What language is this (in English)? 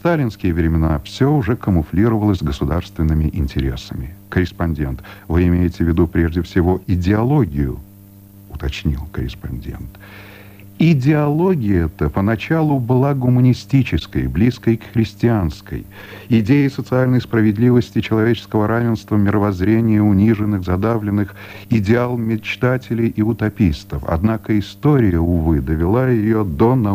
Russian